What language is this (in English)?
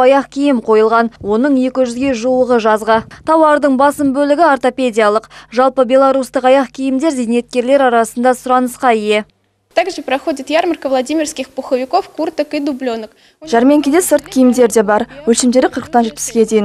Kazakh